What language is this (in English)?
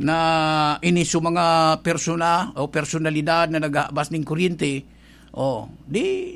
Bikol